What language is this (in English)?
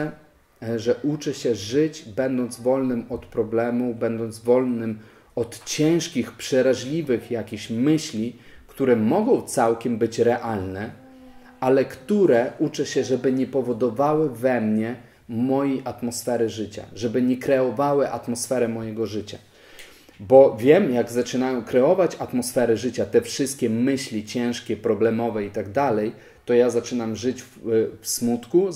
Polish